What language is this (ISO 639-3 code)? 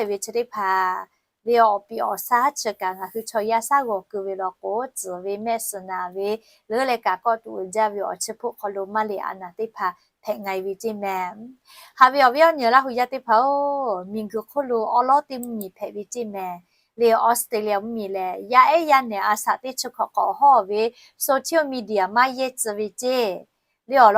lhu